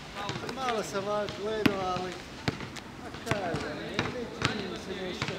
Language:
Croatian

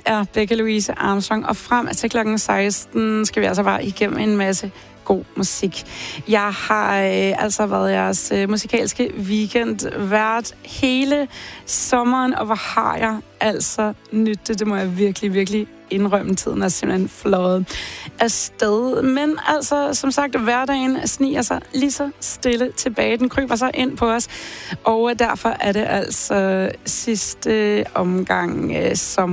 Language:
Danish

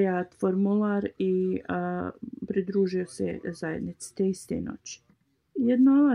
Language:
Bosnian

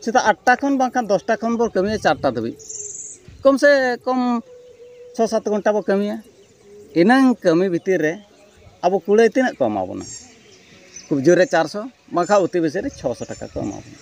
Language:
Santali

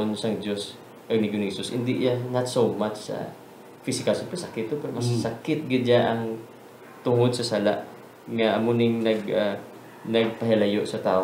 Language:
Hiligaynon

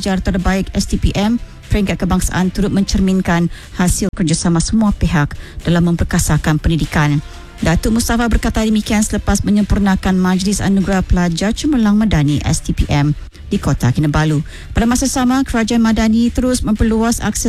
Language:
Malay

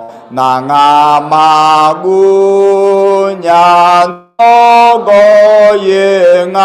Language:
Akha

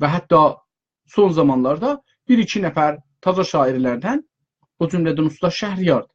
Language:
South Azerbaijani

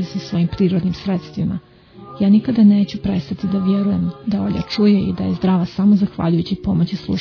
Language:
Serbian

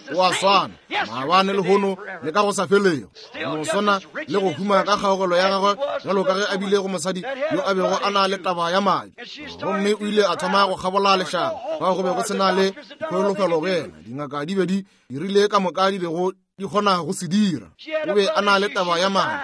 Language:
Northern Sotho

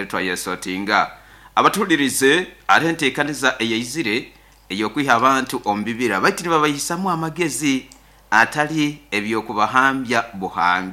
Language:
Nyoro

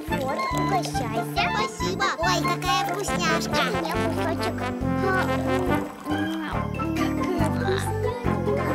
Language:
Russian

